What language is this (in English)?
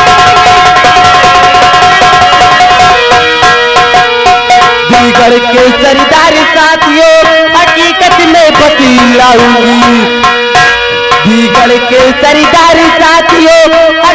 Hindi